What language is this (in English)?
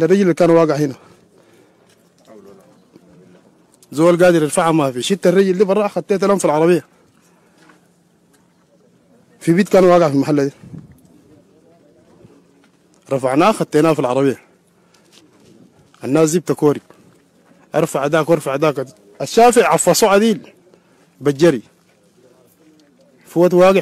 Sudanese Arabic